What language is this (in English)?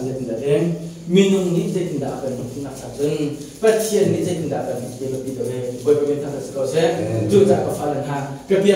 Hakha Chin